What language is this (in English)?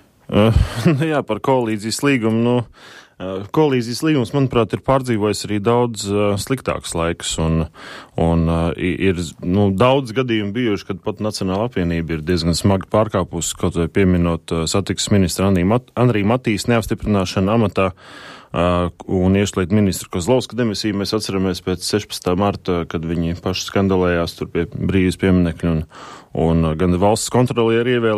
Latvian